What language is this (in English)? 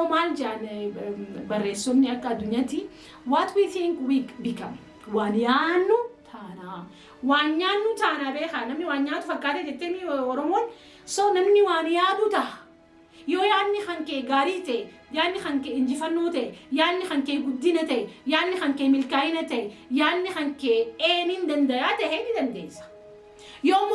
Oromo